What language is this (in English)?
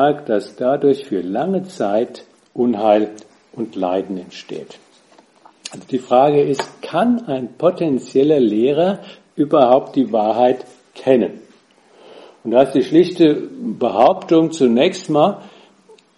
German